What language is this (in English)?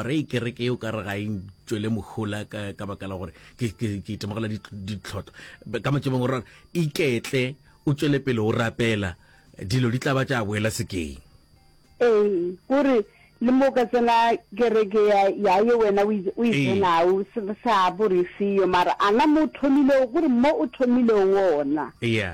Northern Sotho